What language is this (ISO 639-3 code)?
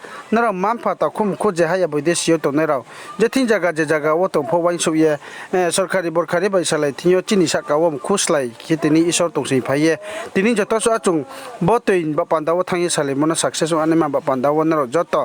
ria